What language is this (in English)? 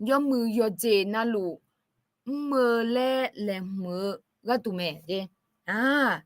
Akha